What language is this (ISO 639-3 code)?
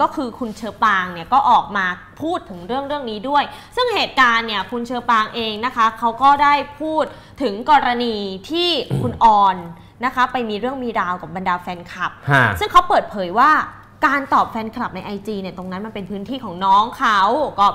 tha